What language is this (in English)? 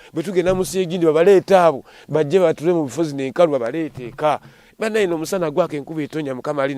Ganda